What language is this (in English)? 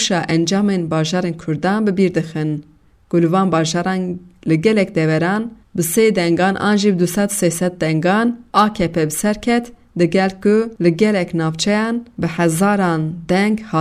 Kurdish